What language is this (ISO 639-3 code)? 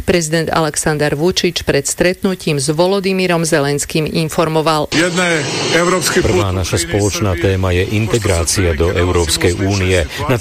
slk